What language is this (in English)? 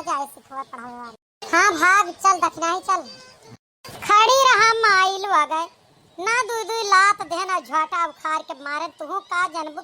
Awadhi